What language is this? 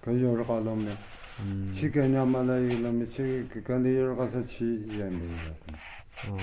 Tu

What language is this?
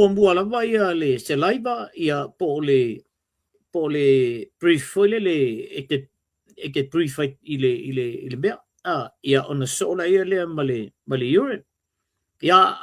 Samoan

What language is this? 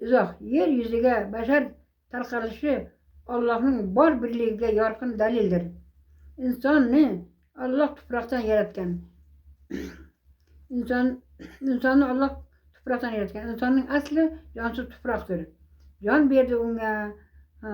Uzbek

